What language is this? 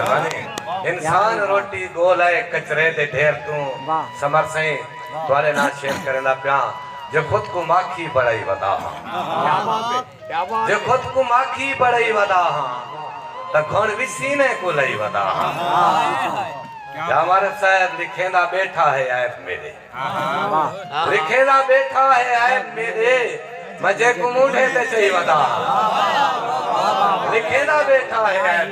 Saraiki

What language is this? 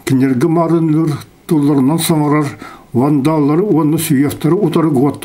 Yakut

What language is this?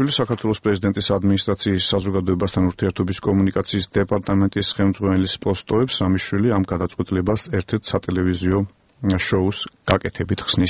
Georgian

